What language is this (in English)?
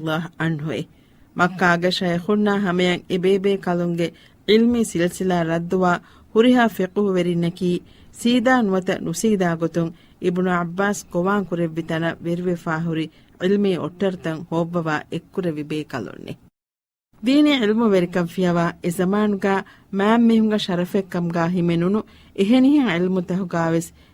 Divehi